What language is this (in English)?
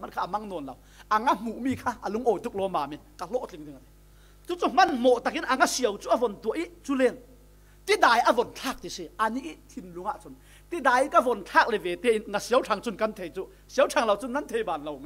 Falam Chin